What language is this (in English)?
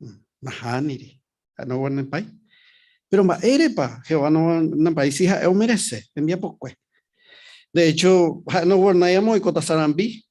Guarani